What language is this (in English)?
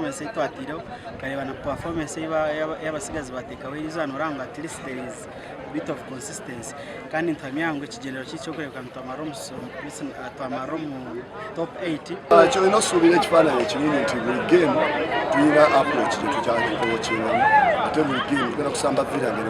Nyankole